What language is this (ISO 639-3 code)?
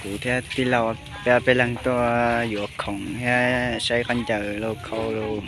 hmn